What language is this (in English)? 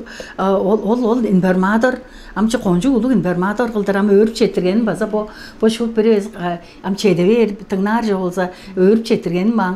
Tuvinian